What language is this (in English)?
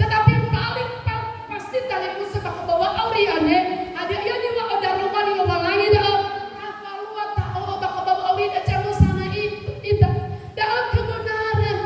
Nias